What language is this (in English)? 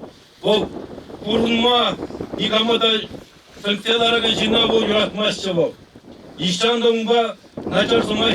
Chuvash